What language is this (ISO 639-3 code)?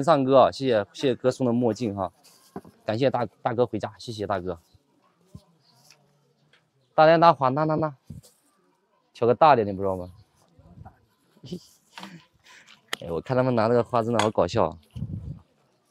zho